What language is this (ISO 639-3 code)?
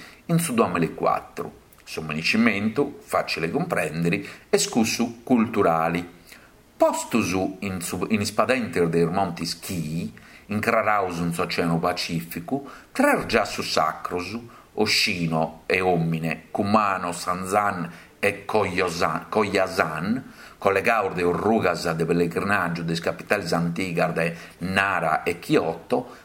srd